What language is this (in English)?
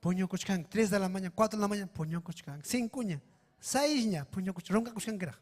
Ayacucho Quechua